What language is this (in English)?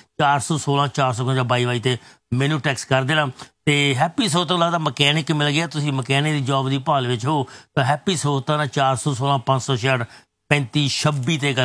Punjabi